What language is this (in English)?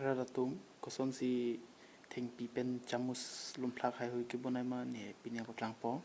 Karbi